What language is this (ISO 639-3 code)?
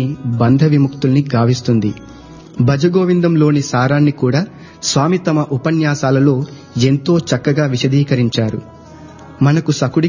tel